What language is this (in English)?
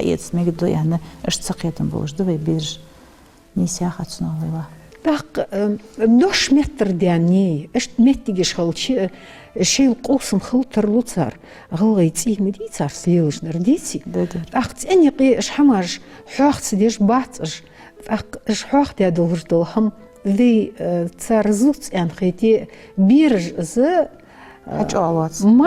Ingush